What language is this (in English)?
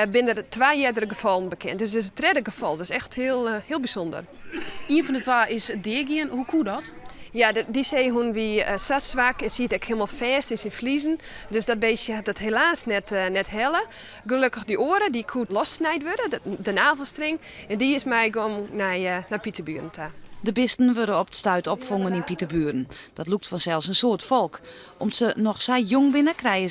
Western Frisian